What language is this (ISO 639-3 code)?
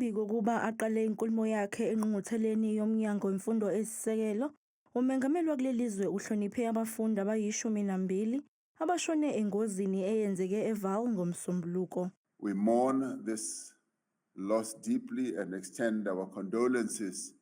zul